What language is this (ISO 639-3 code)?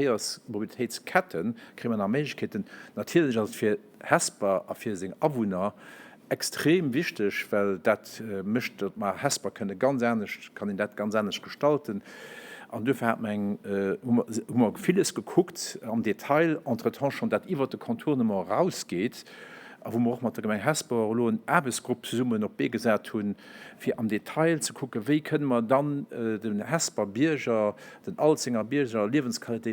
ltz